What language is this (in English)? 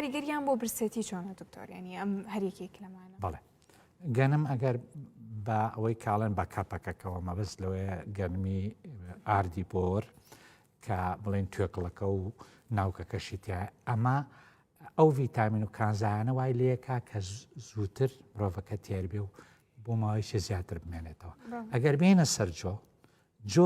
Central Kurdish